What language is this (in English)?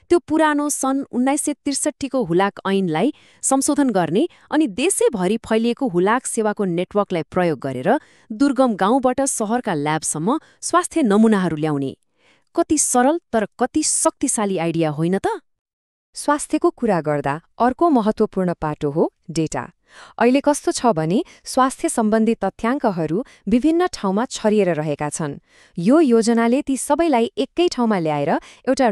Nepali